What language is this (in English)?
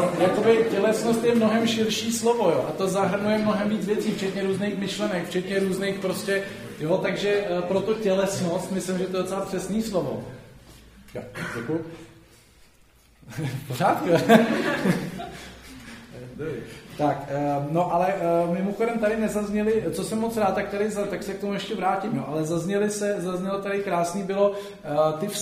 Czech